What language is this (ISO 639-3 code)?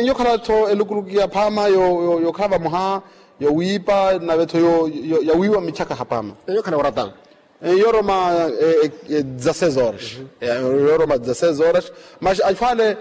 vmw